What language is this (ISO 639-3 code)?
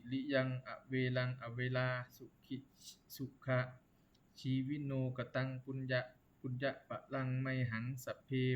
pli